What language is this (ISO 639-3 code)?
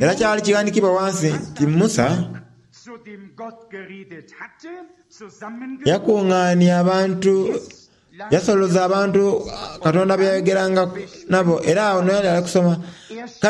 xog